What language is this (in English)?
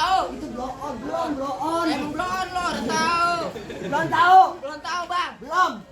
Betawi